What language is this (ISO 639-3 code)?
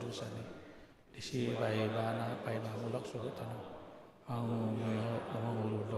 bbc